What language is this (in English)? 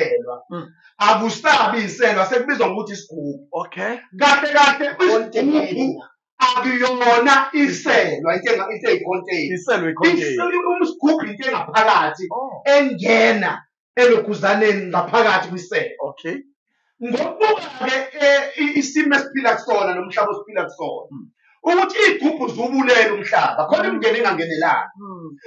Zulu